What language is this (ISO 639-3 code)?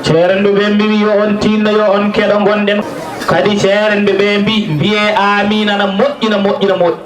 ful